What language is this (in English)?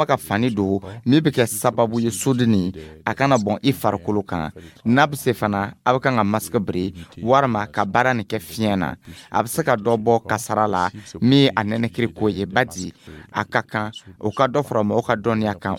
Dyula